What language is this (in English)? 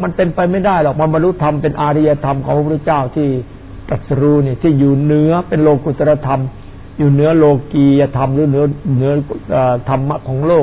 Thai